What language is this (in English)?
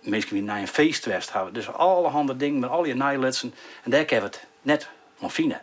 Western Frisian